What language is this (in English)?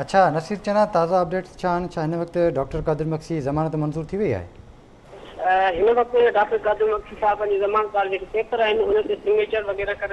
Sindhi